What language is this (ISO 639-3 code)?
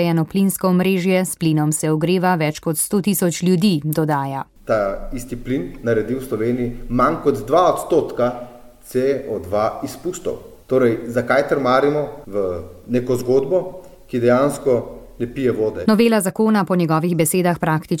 slv